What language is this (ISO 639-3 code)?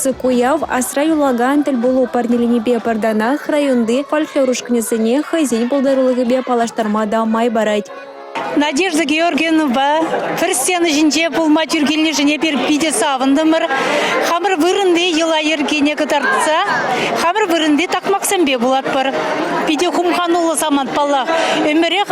chv